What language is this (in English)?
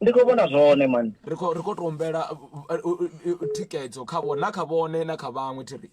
Venda